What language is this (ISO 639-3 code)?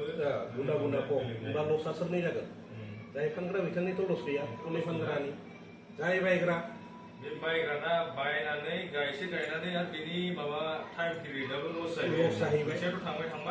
brx